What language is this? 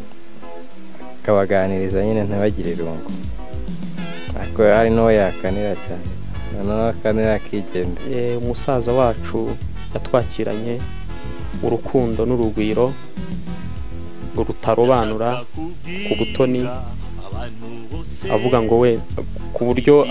Kinyarwanda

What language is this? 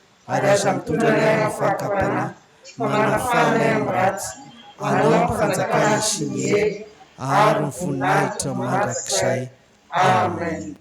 Malagasy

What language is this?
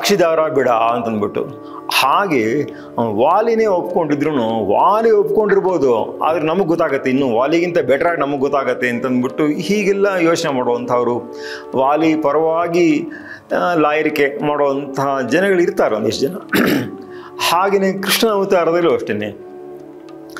Kannada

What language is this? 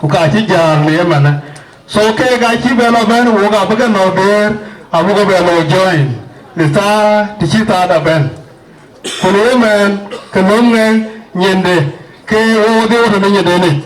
Dinka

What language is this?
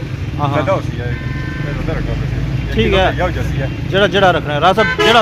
Pahari-Potwari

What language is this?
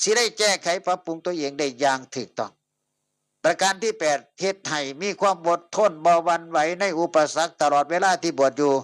Northeastern Thai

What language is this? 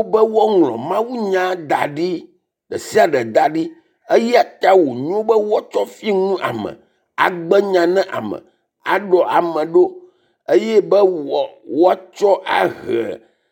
Ewe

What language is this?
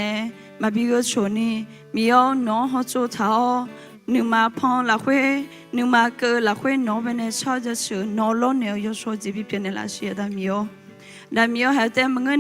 Akha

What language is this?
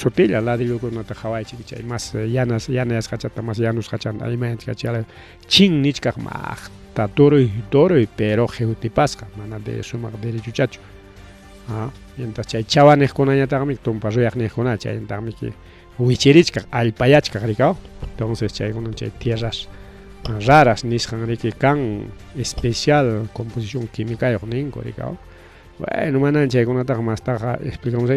Ayacucho Quechua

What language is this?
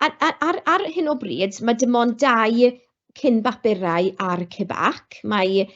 Welsh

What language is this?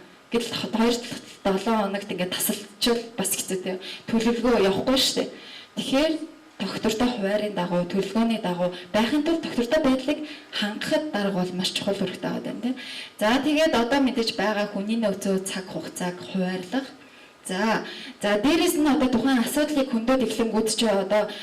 Mongolian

